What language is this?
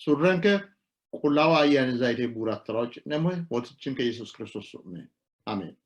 Sidamo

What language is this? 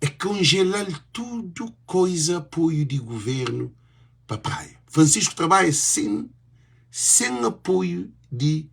Kabuverdianu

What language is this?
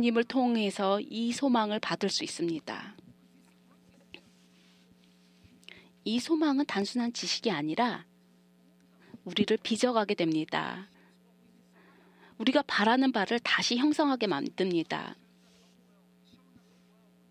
Korean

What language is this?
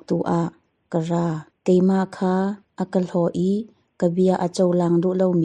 Hakha Chin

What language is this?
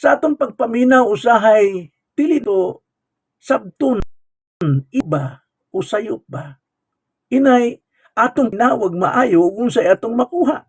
Cebuano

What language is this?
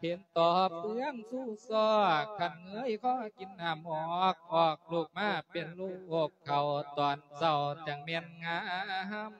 Lao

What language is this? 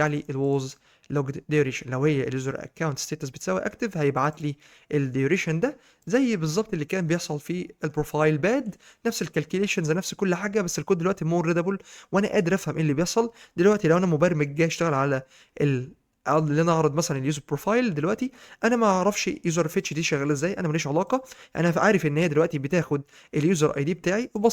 Egyptian Arabic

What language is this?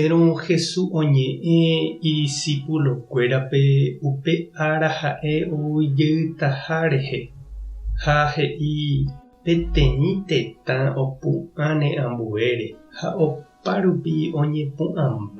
Guarani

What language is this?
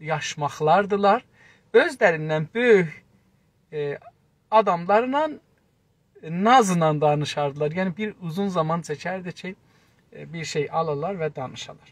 South Azerbaijani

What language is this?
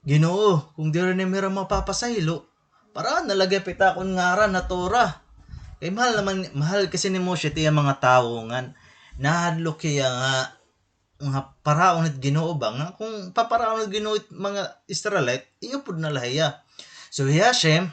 Waray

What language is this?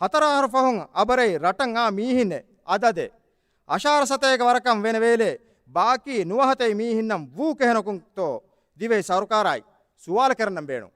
Divehi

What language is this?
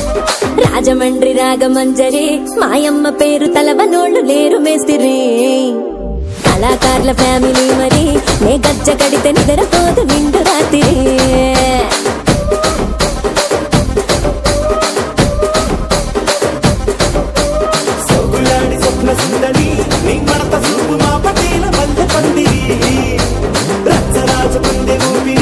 Telugu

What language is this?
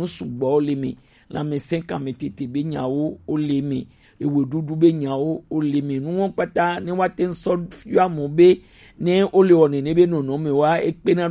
Gen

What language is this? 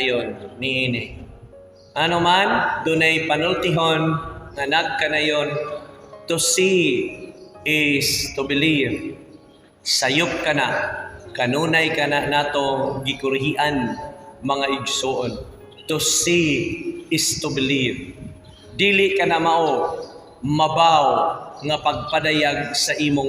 Cebuano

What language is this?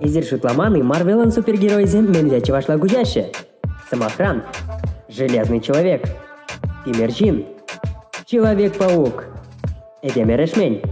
Chuvash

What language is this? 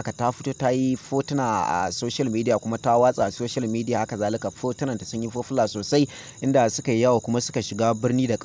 Hausa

